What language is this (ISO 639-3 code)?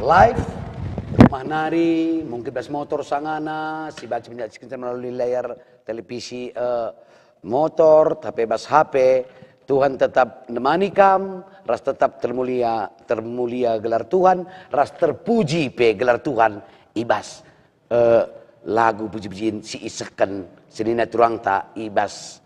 btx